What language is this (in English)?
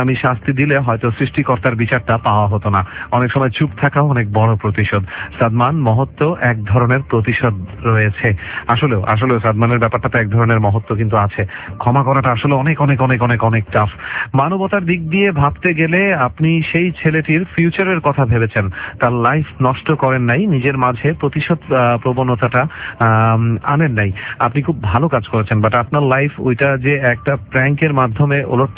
Bangla